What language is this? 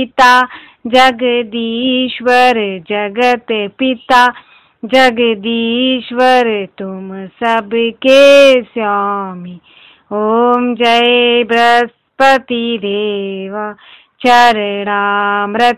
Sanskrit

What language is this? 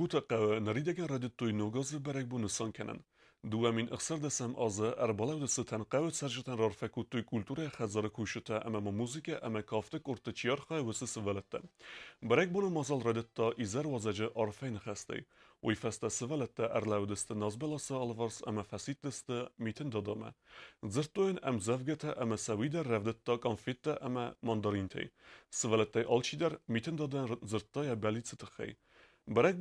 Ossetic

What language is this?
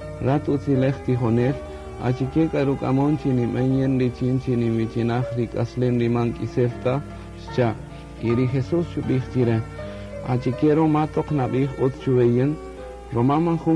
Kaqchikel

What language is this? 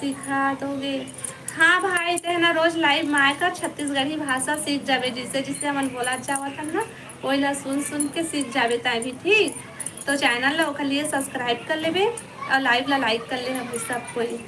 Chhattisgarhi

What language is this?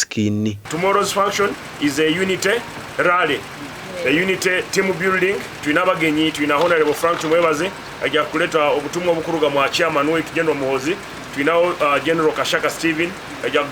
Nyankole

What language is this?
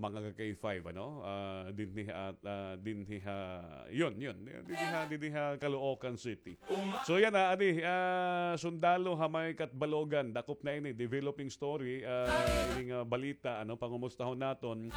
Waray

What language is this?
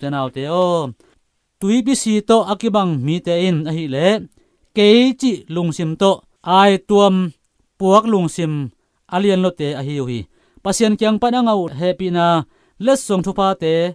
Tedim Chin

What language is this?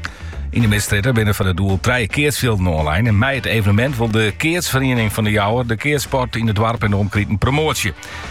Dutch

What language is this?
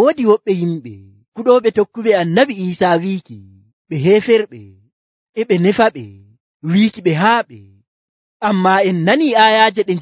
Nigerian Fulfulde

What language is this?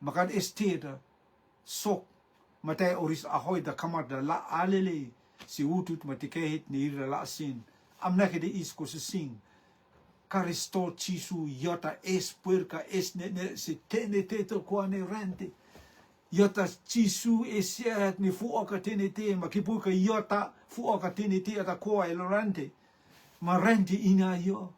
Rotuman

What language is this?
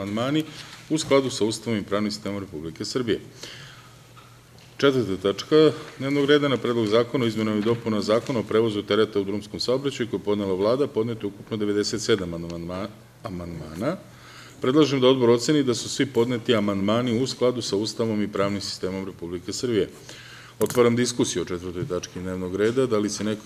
Serbian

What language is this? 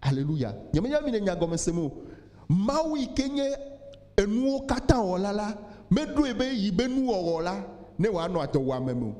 Ewe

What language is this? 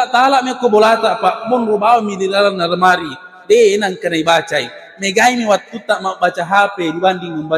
Buginese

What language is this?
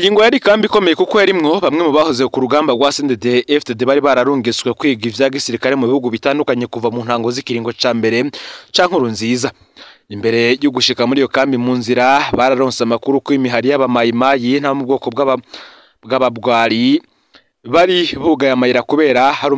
Rundi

